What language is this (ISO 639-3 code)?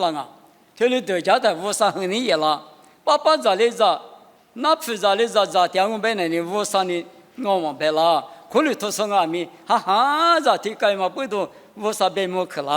lis